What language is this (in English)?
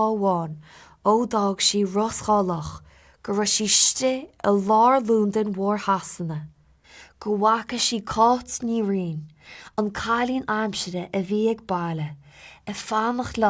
Irish